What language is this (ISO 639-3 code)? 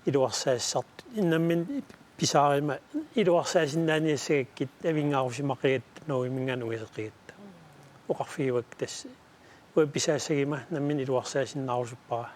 kal